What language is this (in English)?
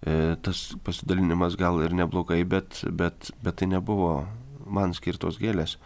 Lithuanian